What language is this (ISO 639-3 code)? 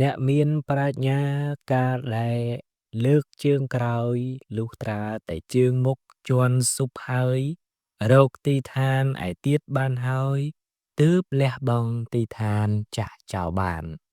khm